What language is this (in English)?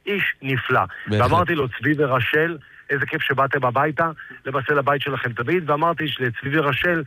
Hebrew